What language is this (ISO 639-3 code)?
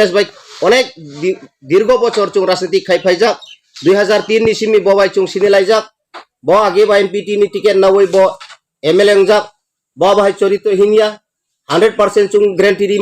trp